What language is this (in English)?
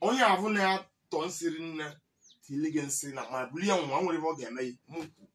Igbo